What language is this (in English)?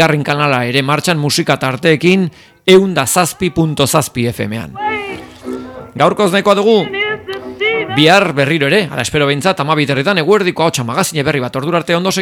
Basque